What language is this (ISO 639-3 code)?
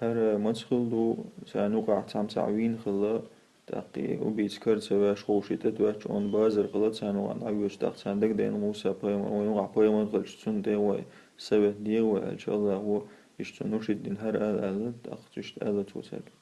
che